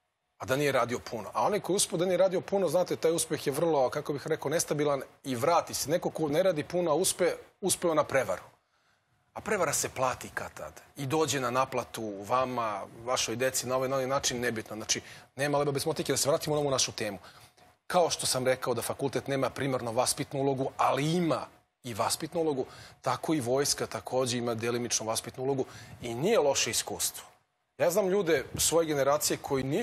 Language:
Serbian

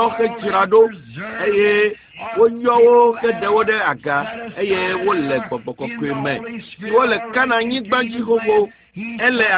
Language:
Ewe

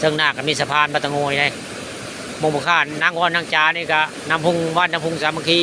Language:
Northeastern Thai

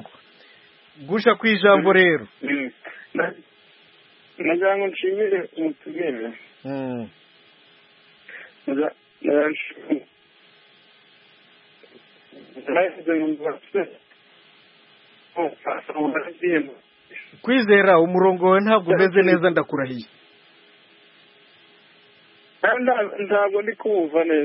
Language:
Kinyarwanda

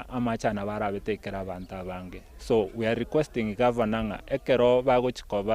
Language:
Gusii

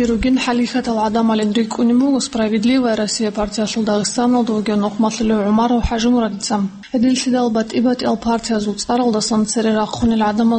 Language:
Avaric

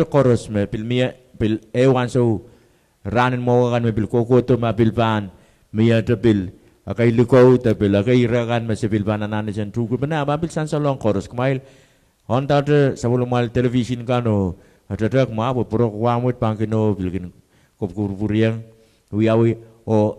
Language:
Pohnpeian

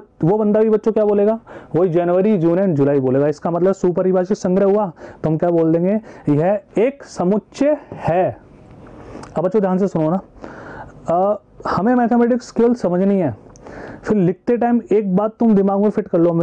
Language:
Hindi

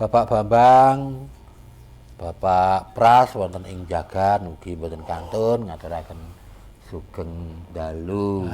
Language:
Javanese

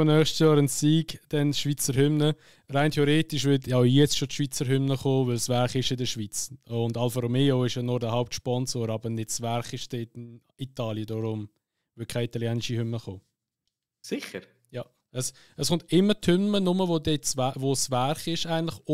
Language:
Swiss German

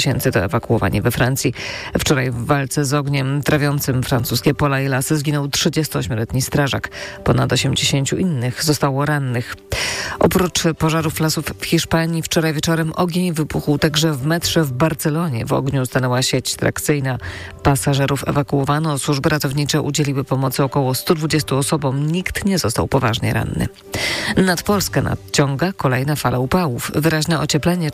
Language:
Polish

